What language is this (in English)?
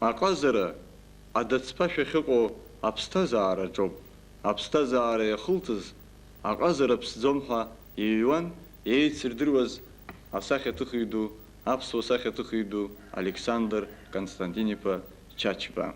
Abkhazian